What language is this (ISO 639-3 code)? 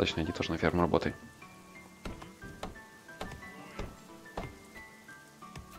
rus